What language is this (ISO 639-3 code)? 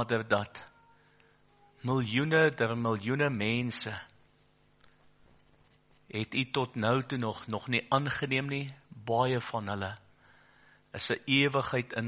afr